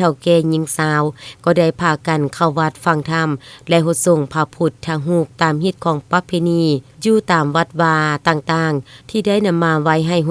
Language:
Lao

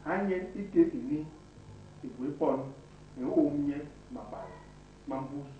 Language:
Basaa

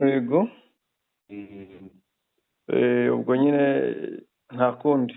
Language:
Kinyarwanda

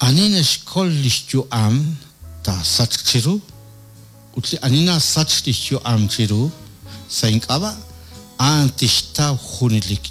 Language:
Kekchí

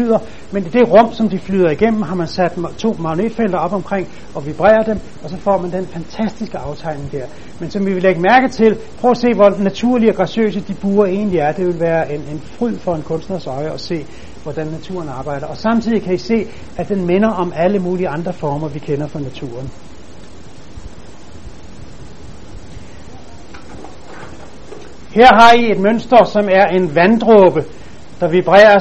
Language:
Danish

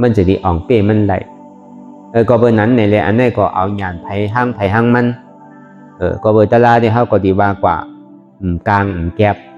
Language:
Shan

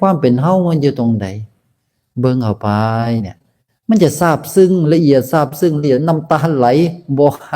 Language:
Northeastern Thai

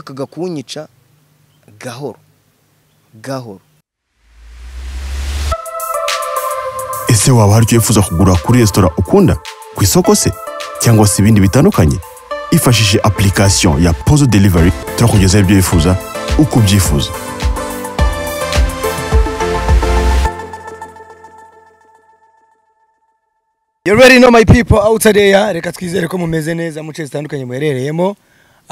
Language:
Kinyarwanda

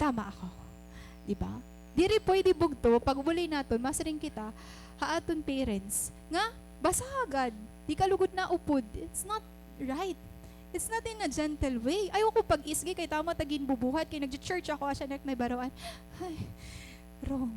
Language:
Waray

